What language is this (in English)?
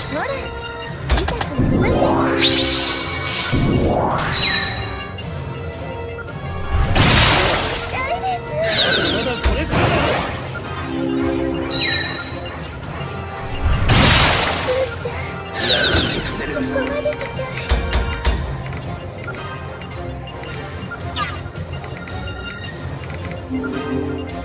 Japanese